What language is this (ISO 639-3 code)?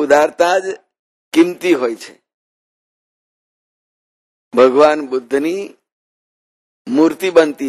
guj